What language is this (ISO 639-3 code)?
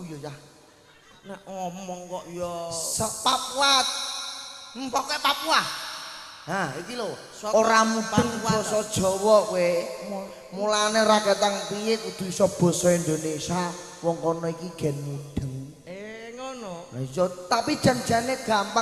jav